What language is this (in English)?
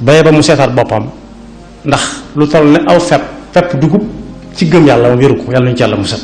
Wolof